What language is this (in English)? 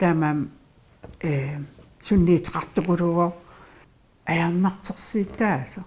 Kalaallisut